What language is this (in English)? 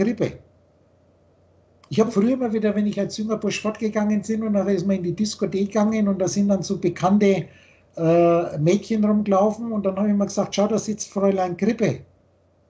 German